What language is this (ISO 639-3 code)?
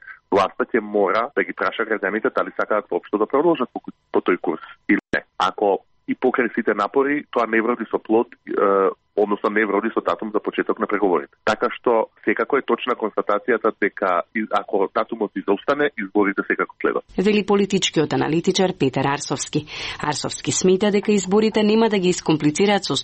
mkd